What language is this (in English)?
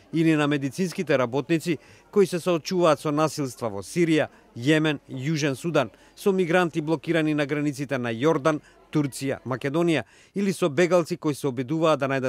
Macedonian